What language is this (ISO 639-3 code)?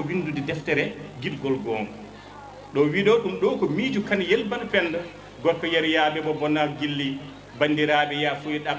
ful